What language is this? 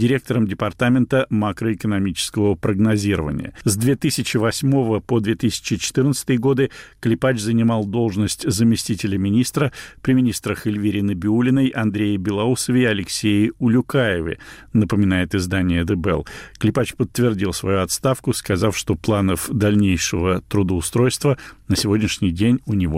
Russian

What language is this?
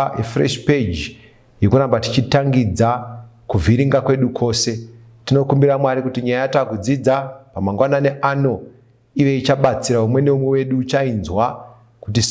Shona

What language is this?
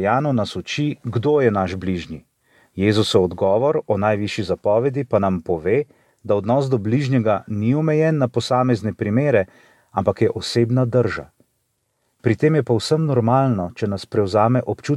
Slovenian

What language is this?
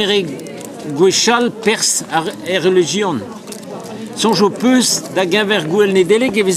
Breton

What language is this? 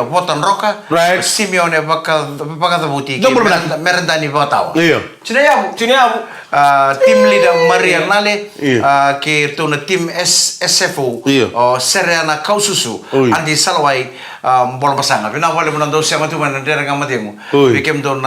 Fijian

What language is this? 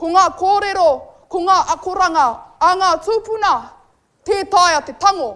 Māori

